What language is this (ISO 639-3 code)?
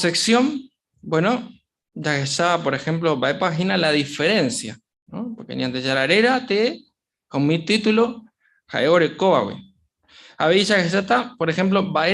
grn